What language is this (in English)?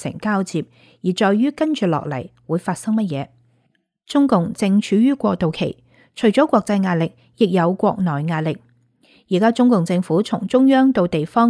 Cantonese